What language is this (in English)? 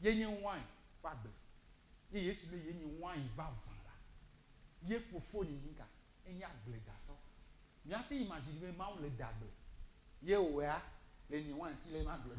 Ewe